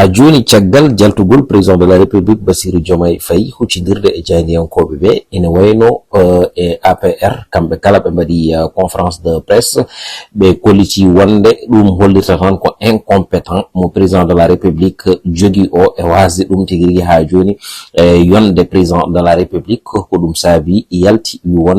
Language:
Fula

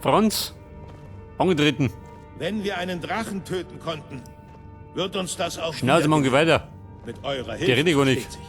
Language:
Bavarian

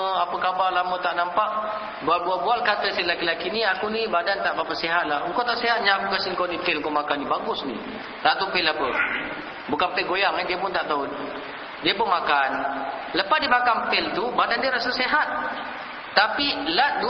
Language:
Malay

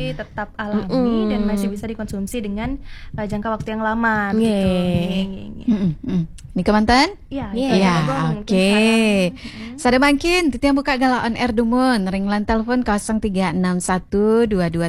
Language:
Balinese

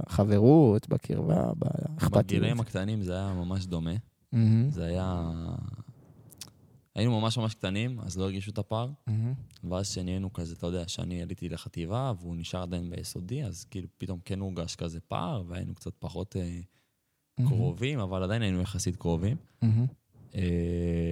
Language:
Hebrew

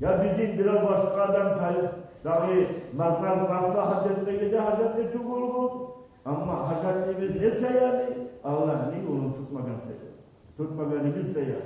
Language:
Kumyk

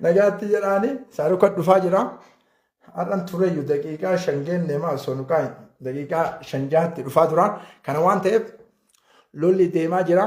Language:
Oromo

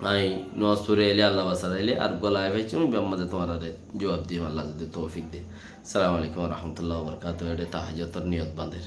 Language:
Rohingya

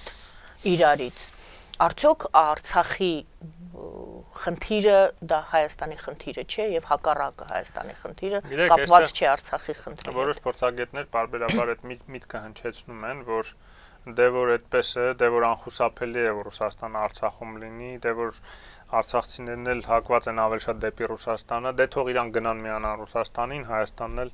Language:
Armenian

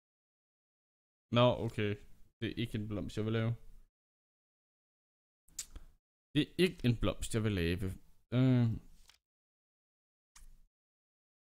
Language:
Danish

